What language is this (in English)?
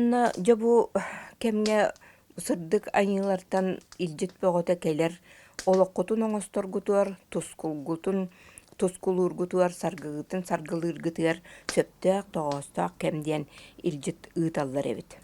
Yakut